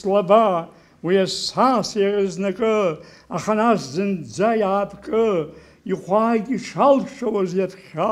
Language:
Abkhazian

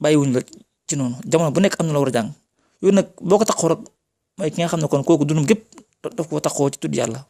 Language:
Wolof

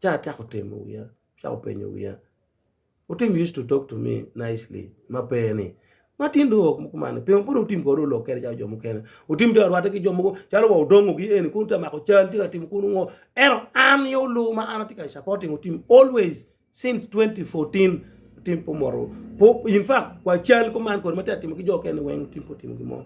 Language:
Acoli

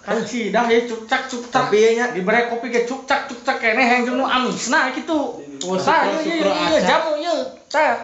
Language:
Sundanese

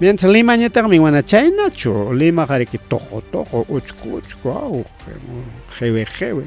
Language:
Ayacucho Quechua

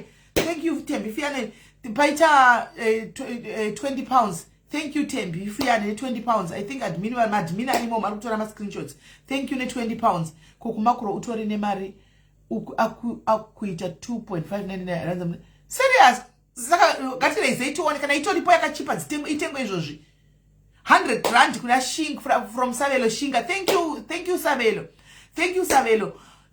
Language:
Shona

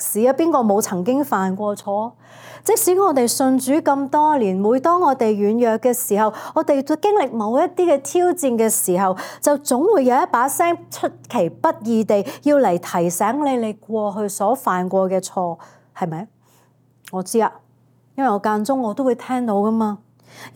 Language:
Cantonese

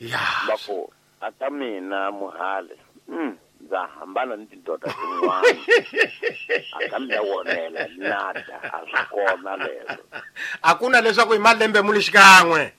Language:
Tsonga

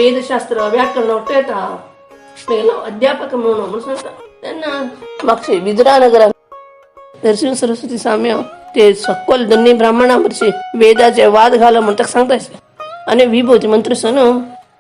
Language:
Konkani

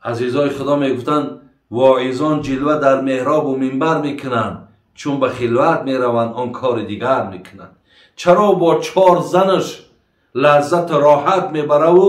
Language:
Tajik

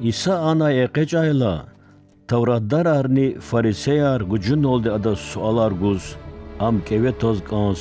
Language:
Lezghian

